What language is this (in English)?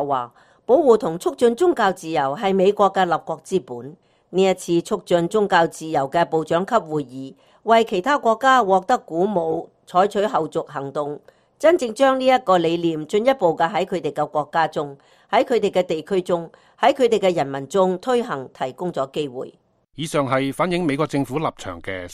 Cantonese